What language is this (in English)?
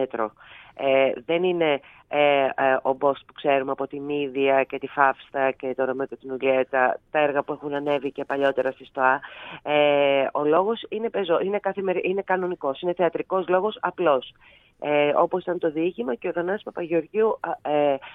Greek